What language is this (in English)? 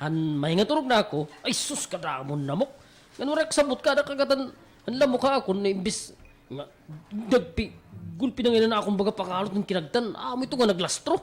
Waray